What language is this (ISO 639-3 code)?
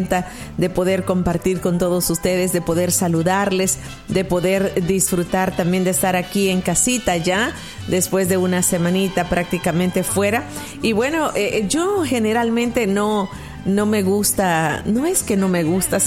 spa